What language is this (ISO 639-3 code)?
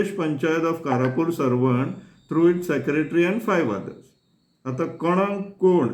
kok